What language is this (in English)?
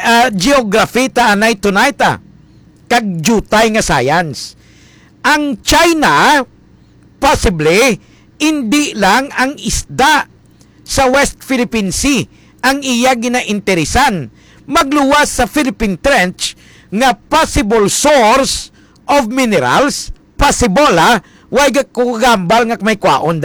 Hiligaynon